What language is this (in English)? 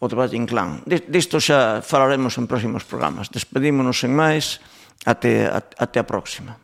Galician